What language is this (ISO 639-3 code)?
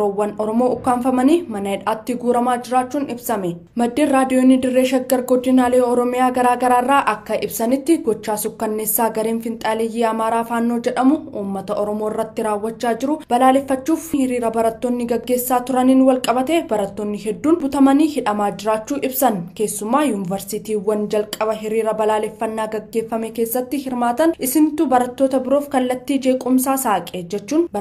orm